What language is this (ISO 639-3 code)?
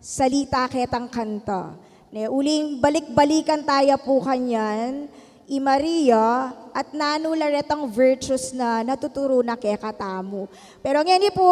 pam